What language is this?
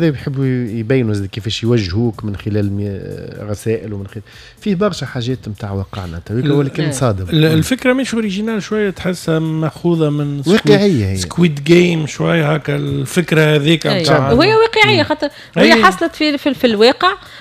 Tunisian Arabic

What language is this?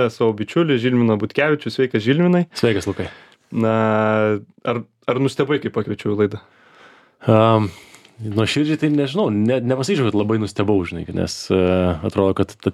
Lithuanian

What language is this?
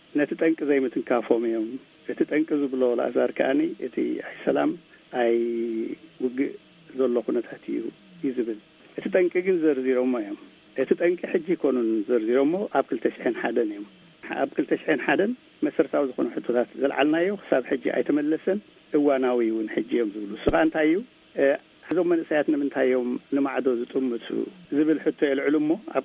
Tigrinya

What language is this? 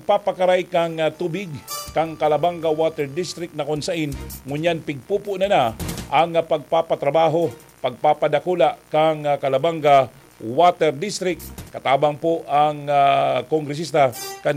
Bikol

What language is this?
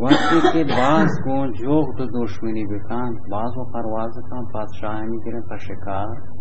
Baluchi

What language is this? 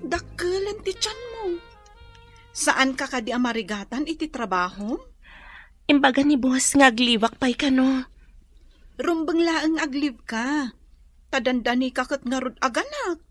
Iloko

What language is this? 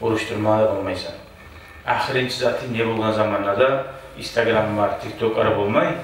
Kumyk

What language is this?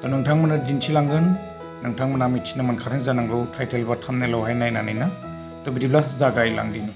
Bodo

